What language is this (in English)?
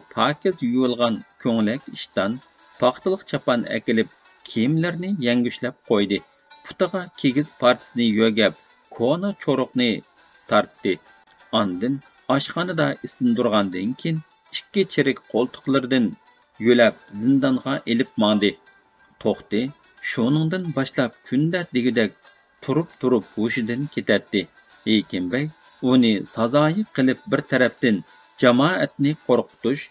Uyghur